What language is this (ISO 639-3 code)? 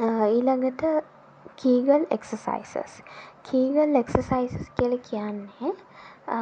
sin